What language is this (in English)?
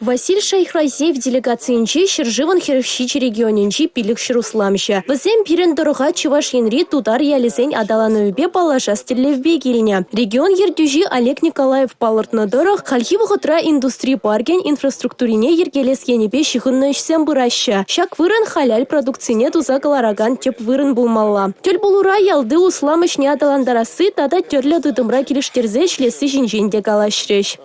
Chuvash